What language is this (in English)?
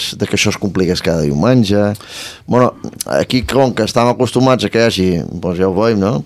Catalan